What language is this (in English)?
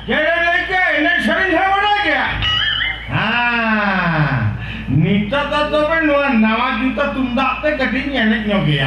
Santali